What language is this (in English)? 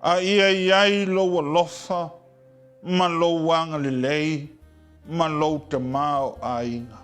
Samoan